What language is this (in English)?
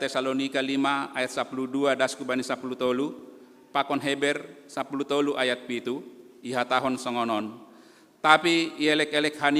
Batak Simalungun